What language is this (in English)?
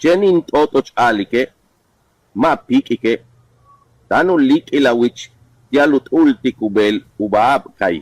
Yucateco